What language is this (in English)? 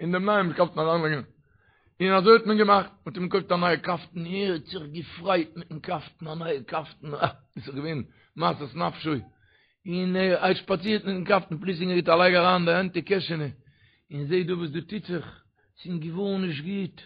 Yiddish